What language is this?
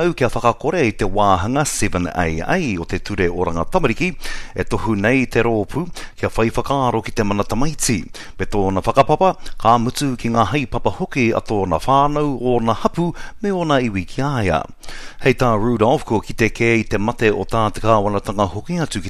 Māori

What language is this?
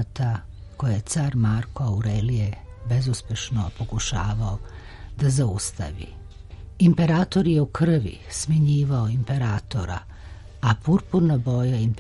Serbian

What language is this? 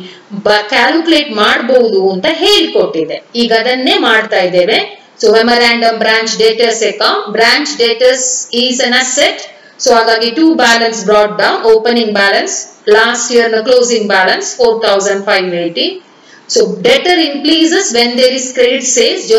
Kannada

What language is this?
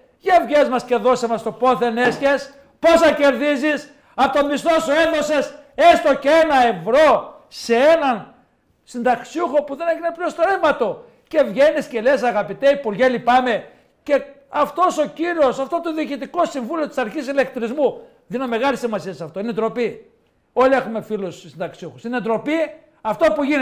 Greek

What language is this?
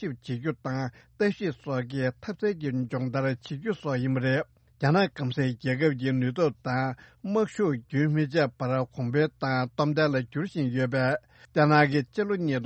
Tibetan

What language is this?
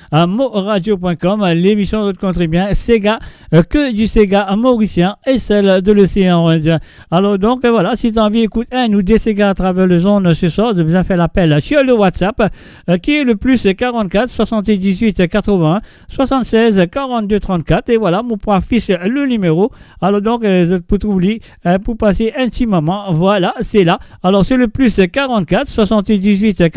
Morisyen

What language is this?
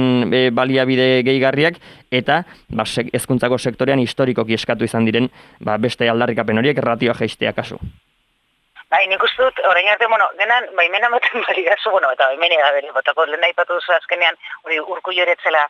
Basque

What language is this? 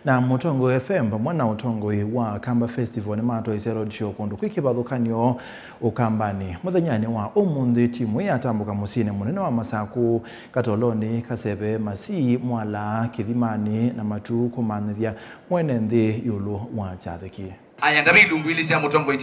Kamba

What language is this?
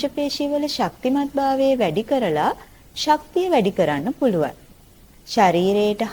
Sinhala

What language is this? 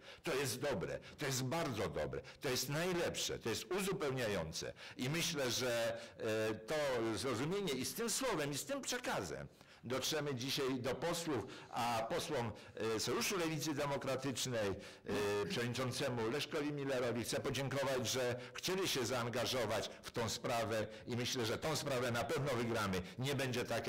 Polish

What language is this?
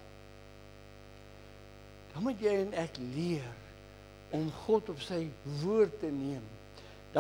Afrikaans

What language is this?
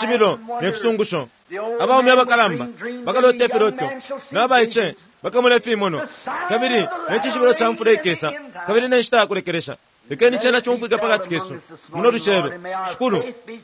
Bemba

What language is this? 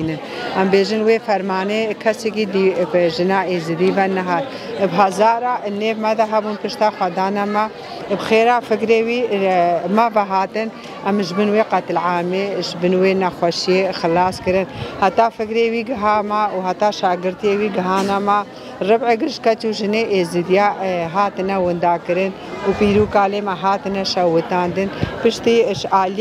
Kurdish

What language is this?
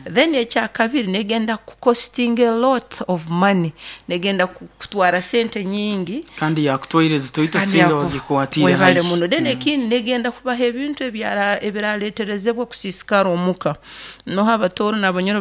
Nyankole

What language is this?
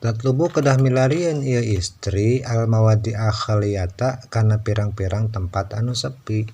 Sundanese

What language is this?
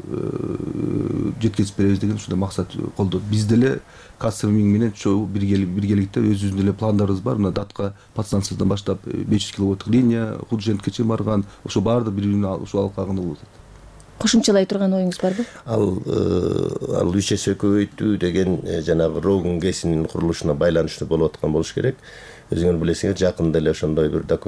Kyrgyz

